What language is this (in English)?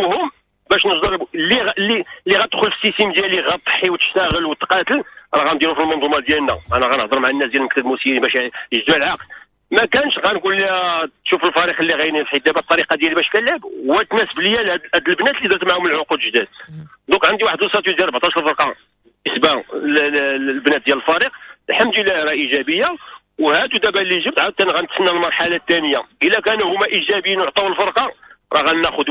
Moroccan Arabic